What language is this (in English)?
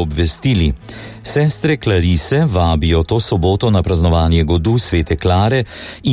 Slovenian